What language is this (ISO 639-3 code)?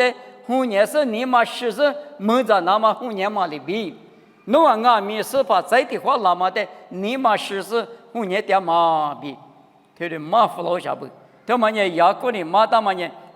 lis